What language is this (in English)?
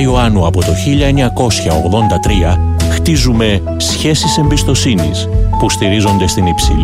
Greek